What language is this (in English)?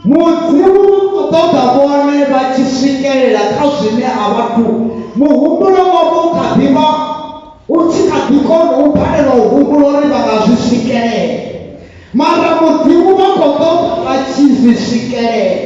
Venda